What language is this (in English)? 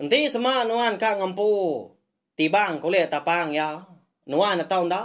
Iban